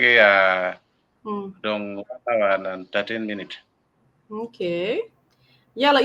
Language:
Acoli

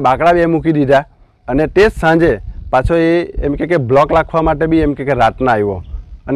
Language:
Gujarati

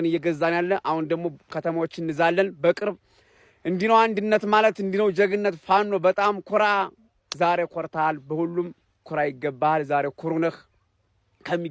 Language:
Amharic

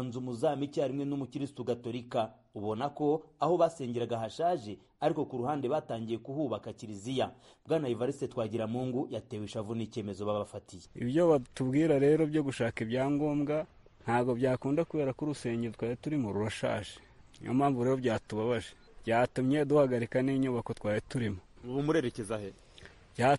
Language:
Kinyarwanda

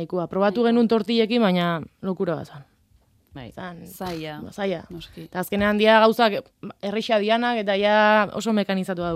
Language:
Basque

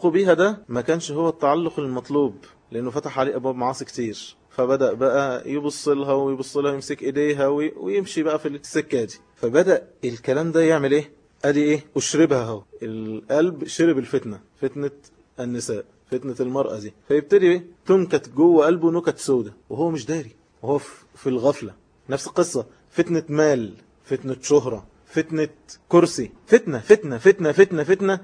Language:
Egyptian Arabic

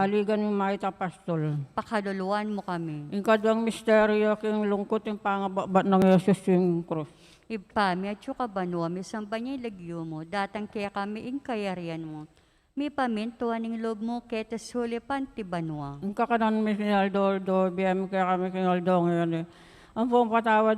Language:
Pampanga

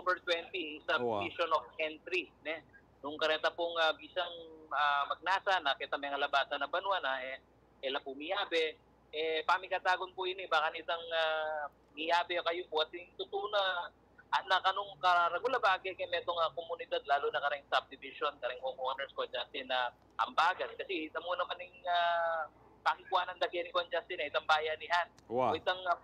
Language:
Pampanga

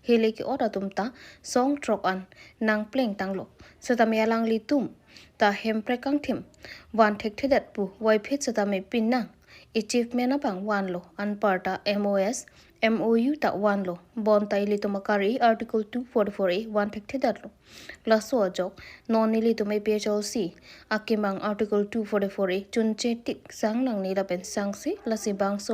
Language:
Karbi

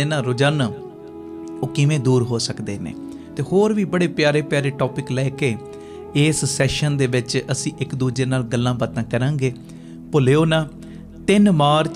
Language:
Punjabi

